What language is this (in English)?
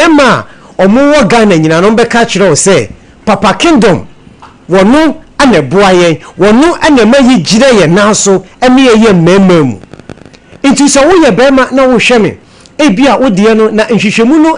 Akan